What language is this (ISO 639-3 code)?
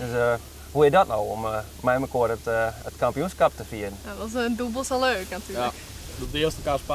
fry